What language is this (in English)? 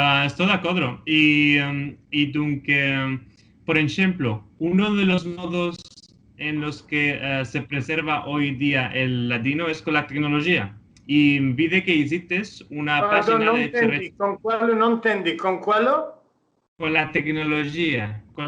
Ladino